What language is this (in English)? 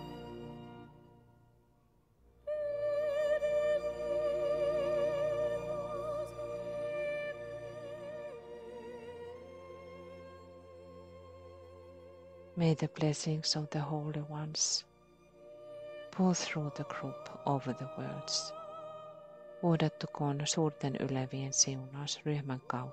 Finnish